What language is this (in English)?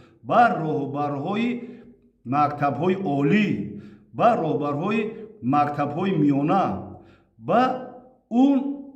Tajik